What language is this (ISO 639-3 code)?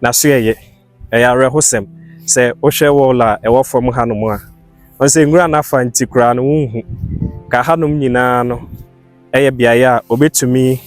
aka